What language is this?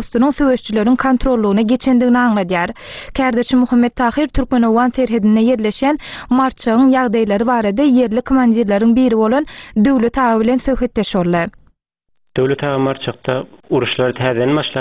Turkmen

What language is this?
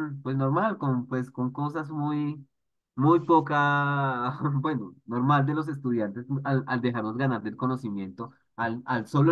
Spanish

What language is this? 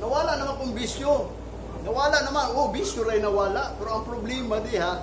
Cebuano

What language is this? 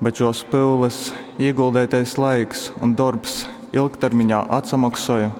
Latgalian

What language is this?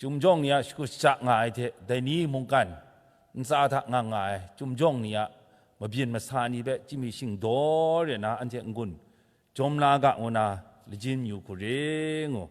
Kachin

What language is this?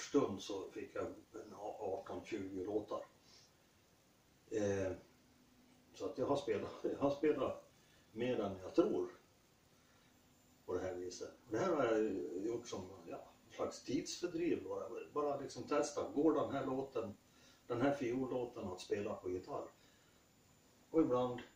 Swedish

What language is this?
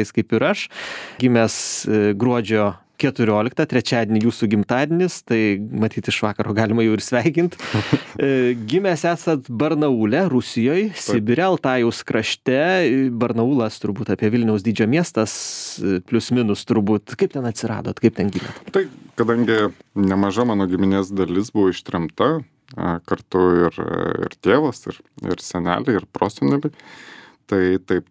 Lithuanian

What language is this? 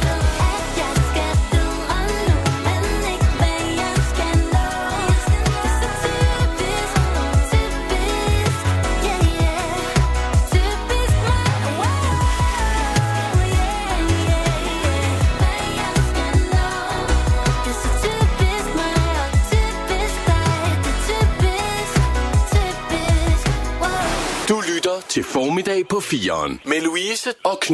Danish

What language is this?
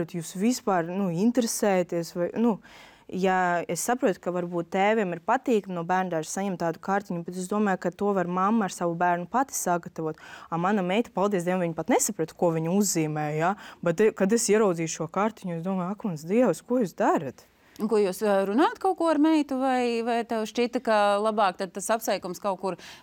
Latvian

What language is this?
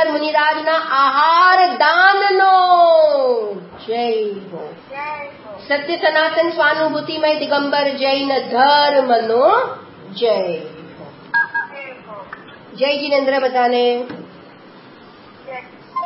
Gujarati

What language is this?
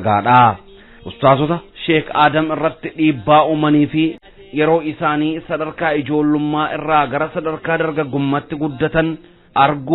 Oromo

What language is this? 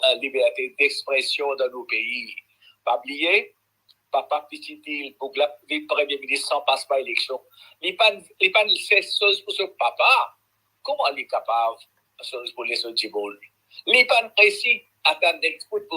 Morisyen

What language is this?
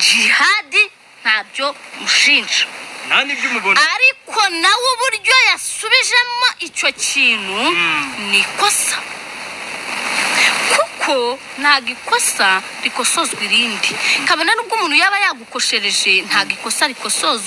Kinyarwanda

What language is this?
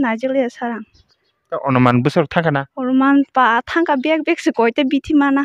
Kok Borok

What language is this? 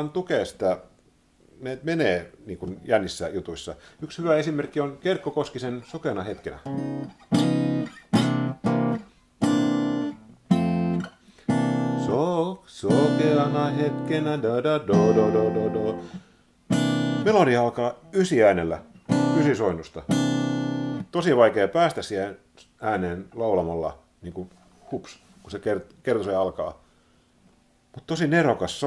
Finnish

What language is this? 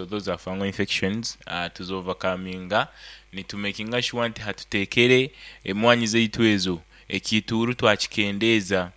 Nyankole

